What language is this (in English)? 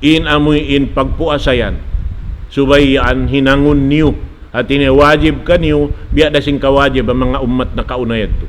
Tausug